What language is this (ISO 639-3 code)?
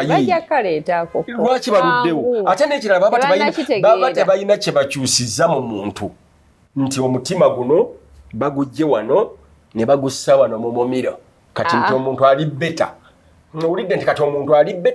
lug